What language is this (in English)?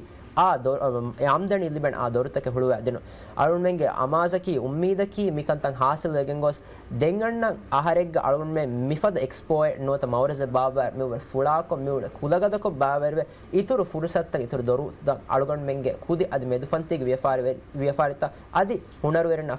Divehi